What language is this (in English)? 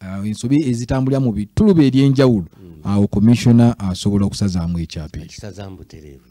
Ganda